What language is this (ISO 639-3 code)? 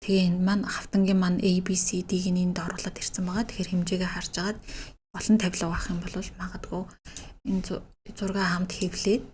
mon